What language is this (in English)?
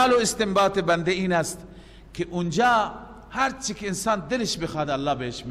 Persian